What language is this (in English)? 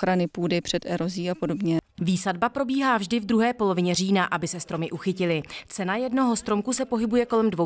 Czech